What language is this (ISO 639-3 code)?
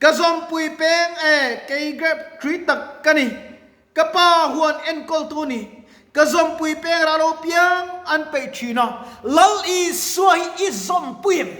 lus